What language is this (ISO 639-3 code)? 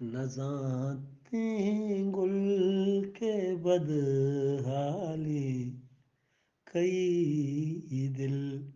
bgp